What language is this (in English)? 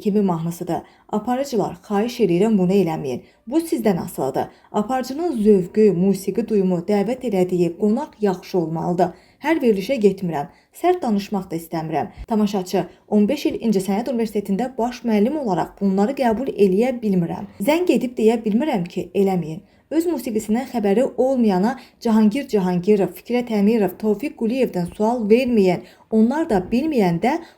Azerbaijani